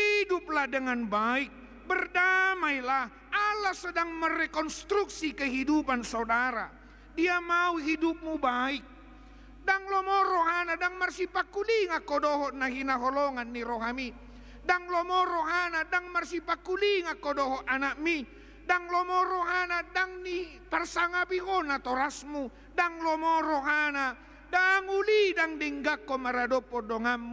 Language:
Batak Toba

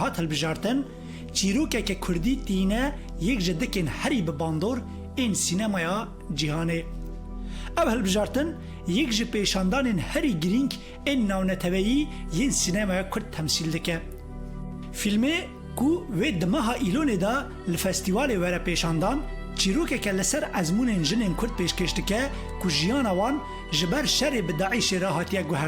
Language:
Kurdish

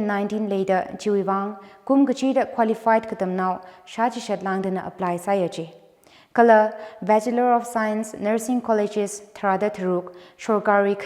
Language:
Tangkhul Naga (India)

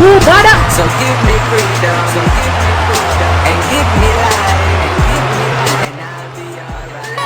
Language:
Jamaican Creole English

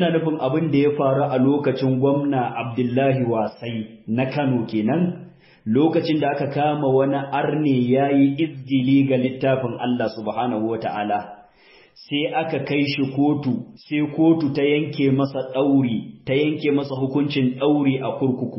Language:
Hausa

